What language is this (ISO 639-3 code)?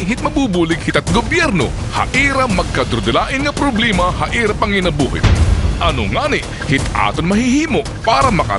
war